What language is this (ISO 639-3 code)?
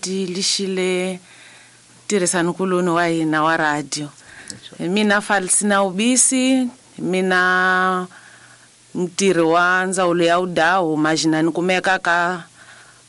tso